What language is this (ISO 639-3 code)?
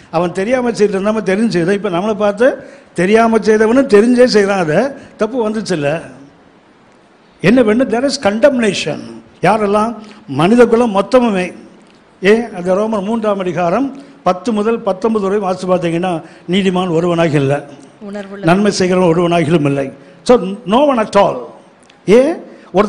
tam